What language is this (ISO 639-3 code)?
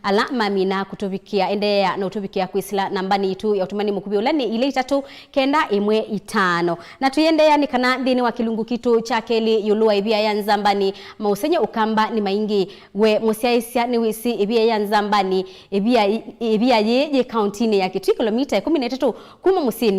kam